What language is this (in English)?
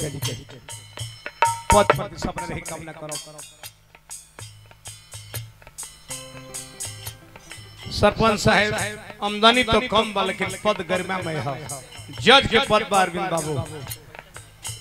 Bhojpuri